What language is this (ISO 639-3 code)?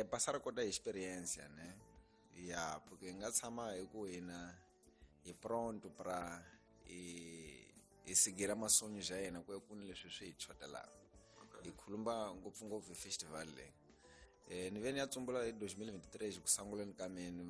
tso